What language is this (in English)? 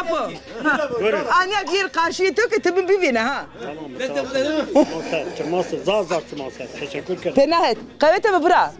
Zaza